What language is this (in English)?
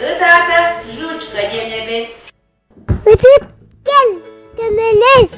Yakut